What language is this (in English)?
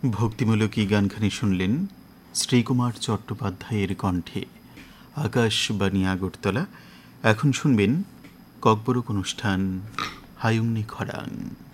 Bangla